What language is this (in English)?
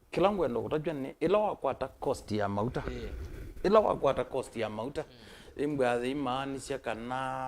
Kamba